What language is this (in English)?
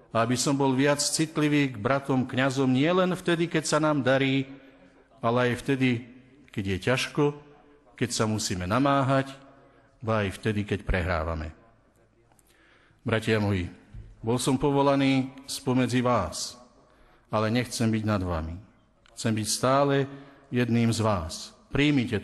Slovak